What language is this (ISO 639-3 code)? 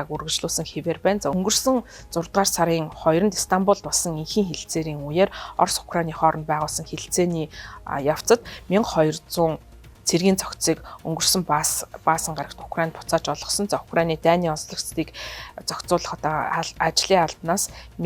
mon